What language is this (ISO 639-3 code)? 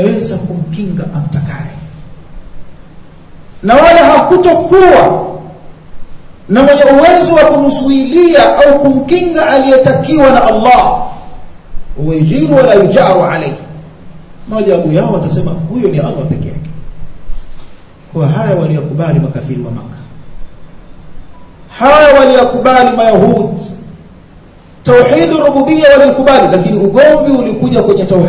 swa